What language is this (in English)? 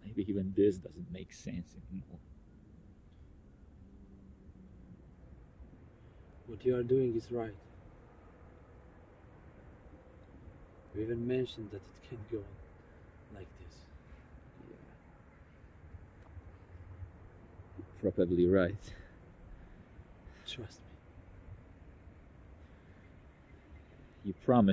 English